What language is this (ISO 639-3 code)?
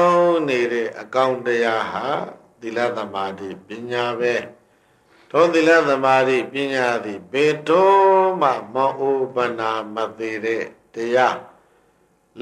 mya